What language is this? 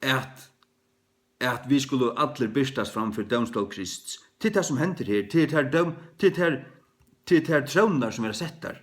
Faroese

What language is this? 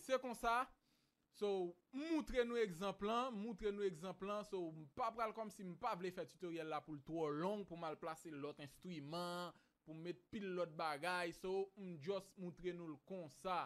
Haitian Creole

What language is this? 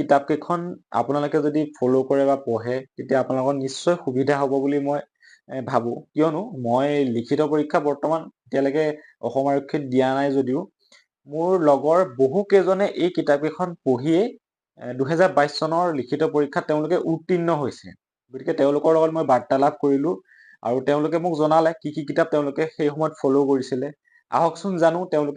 Assamese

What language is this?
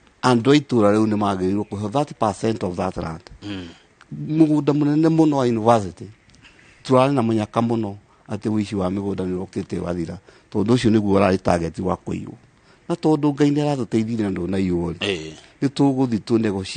Kikuyu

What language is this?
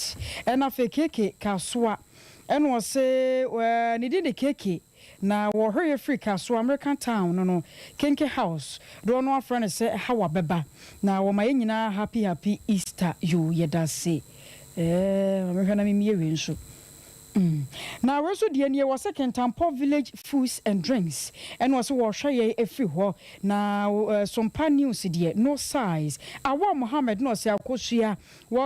Akan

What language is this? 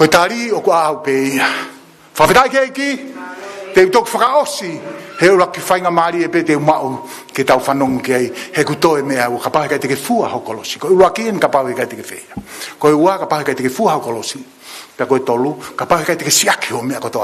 Tongan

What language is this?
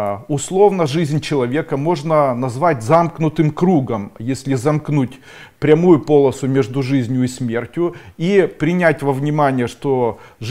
Russian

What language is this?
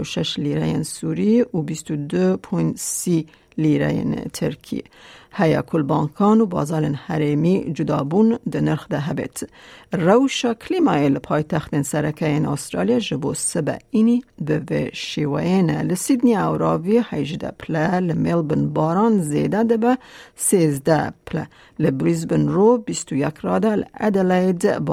Kurdish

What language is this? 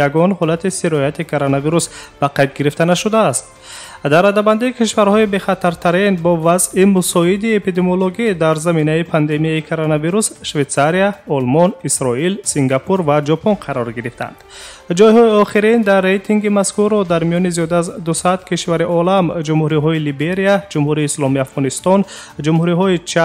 Tajik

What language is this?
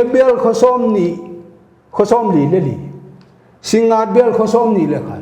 Paite Chin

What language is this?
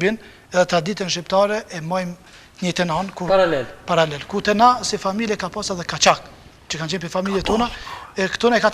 Albanian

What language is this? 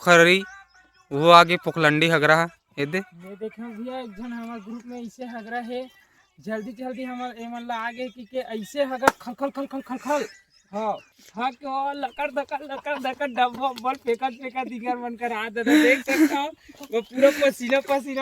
Chhattisgarhi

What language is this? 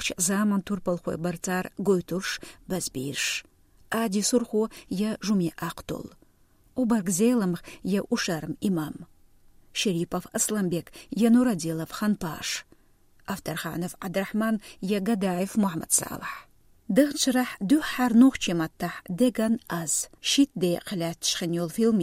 Chechen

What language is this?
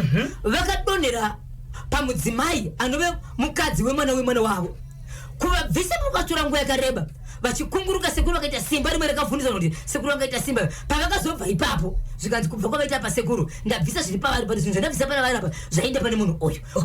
Shona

